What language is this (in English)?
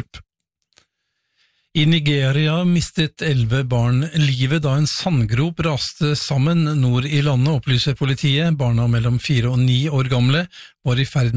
Norwegian